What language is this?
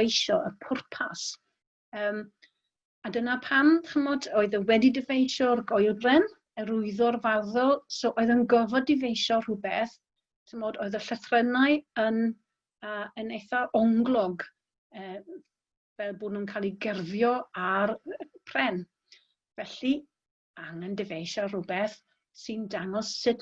Welsh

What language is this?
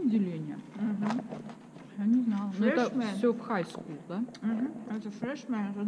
Russian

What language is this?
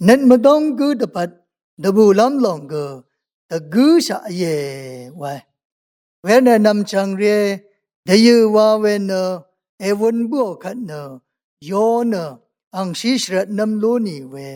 Rawang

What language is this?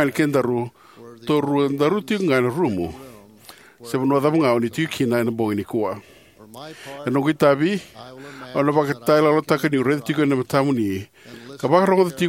Fijian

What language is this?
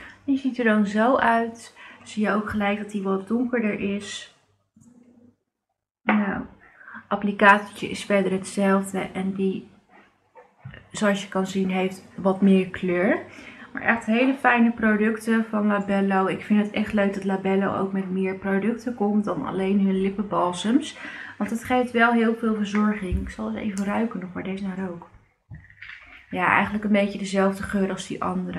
Dutch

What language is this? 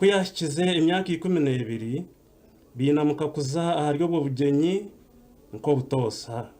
Nyankole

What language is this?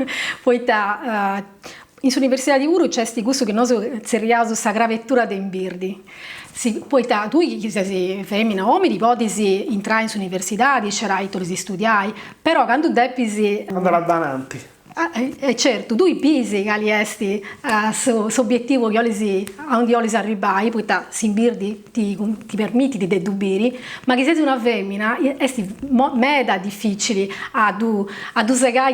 Sardinian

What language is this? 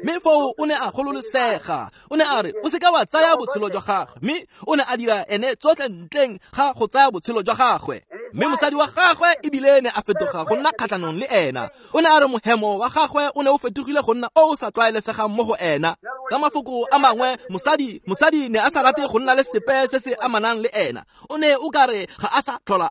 Tswana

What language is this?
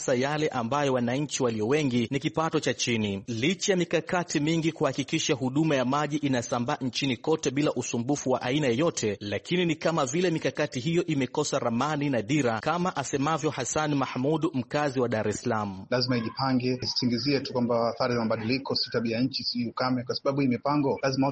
Swahili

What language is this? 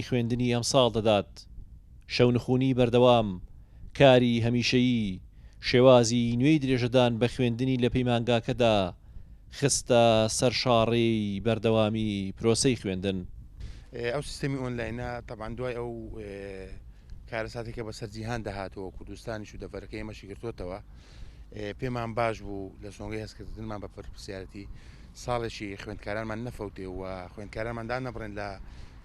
Central Kurdish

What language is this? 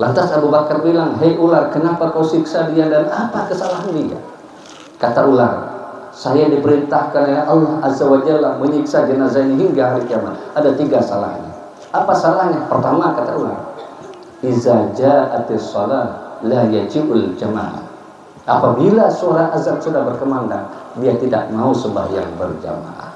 Banjar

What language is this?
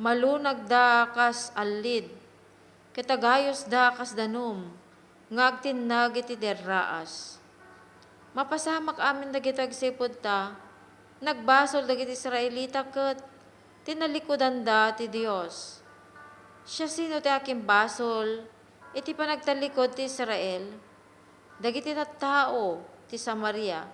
Iloko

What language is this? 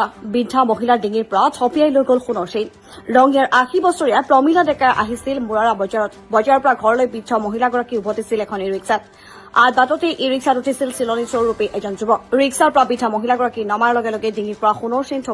Assamese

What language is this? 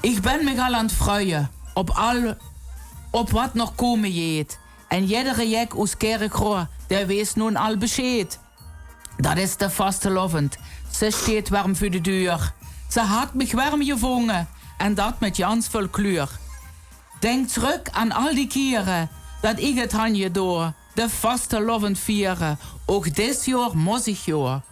Limburgish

